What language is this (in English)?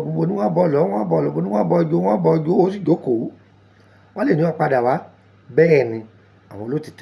Yoruba